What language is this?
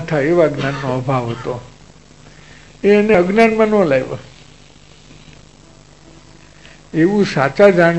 Gujarati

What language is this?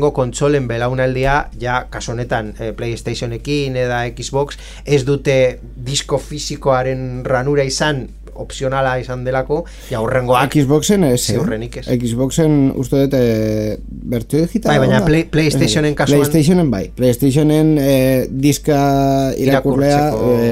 Basque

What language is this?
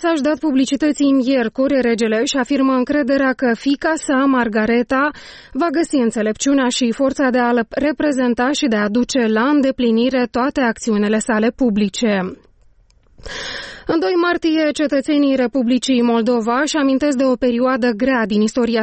Romanian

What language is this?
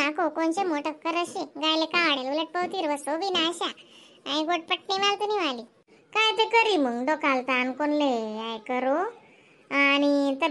Khandesi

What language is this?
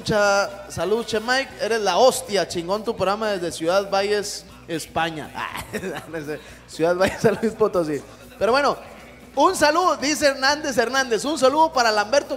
Spanish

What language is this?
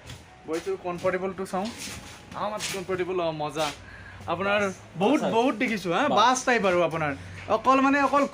Assamese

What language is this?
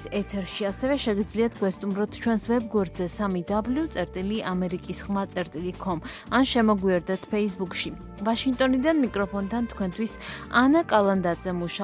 Georgian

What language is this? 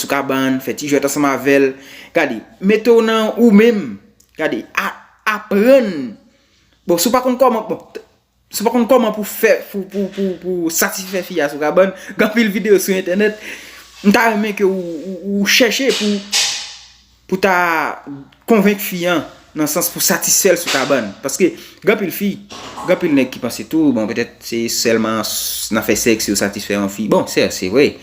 Haitian Creole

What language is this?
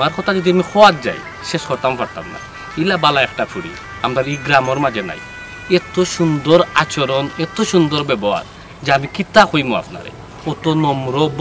Sylheti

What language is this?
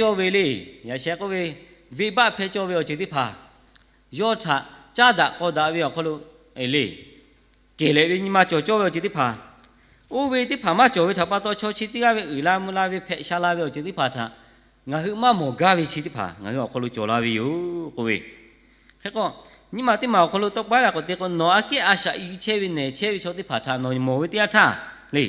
Lahu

